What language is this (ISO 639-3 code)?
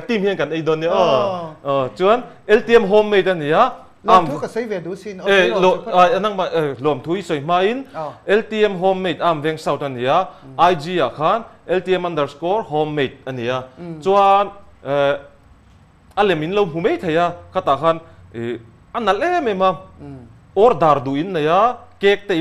lus